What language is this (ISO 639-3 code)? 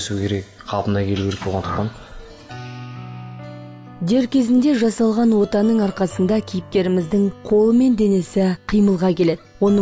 kaz